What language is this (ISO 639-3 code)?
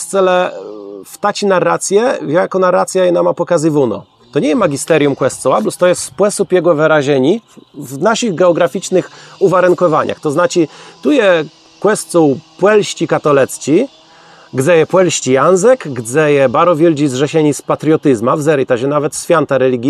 csb